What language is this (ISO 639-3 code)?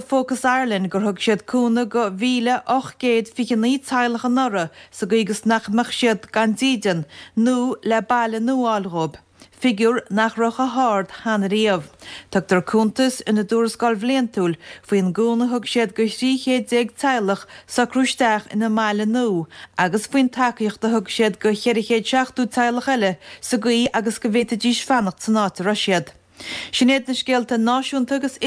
gle